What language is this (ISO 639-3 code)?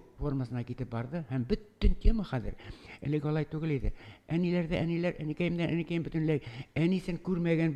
tat